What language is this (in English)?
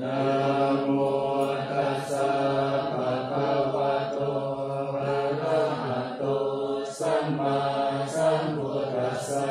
Pali